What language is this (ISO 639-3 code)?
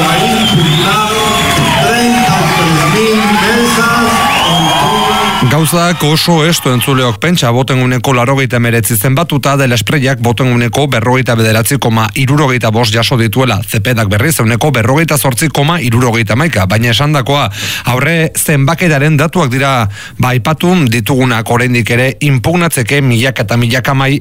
eus